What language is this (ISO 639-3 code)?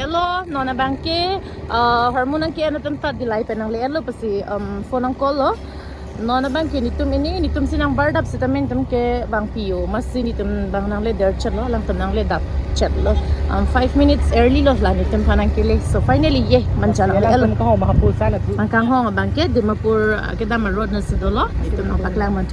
mjw